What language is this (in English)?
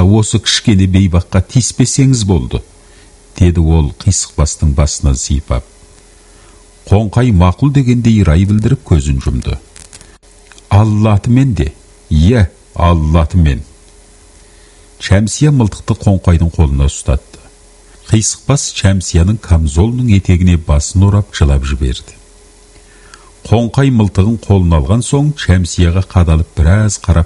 Kazakh